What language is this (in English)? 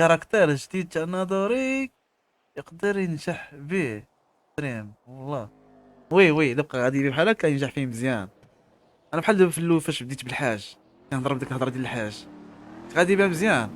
Moroccan Arabic